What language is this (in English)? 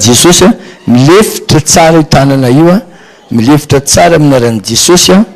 Malagasy